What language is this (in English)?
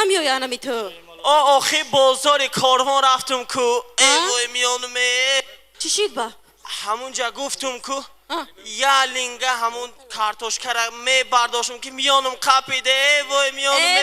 Tajik